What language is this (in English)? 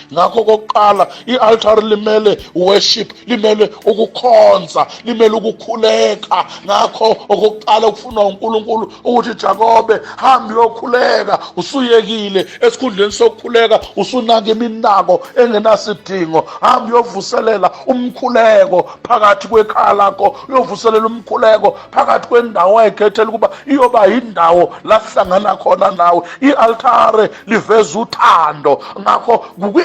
Zulu